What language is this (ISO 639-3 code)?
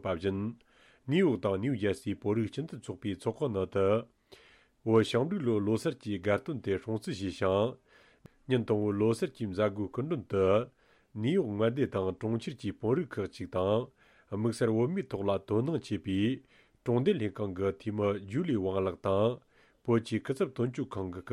bod